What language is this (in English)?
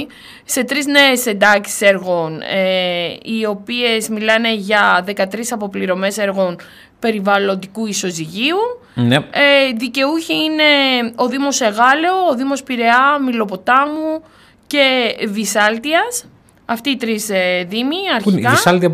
Greek